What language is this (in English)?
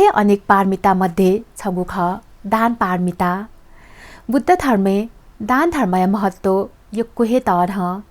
Newari